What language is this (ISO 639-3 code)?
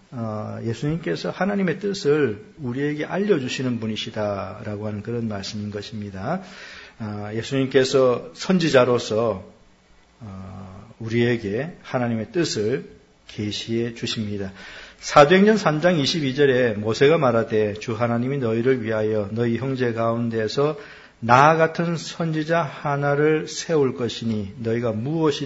kor